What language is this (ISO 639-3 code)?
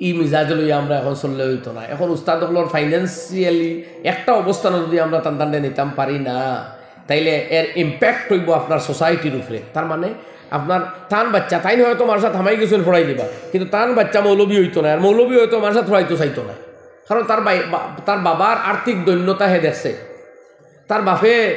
syl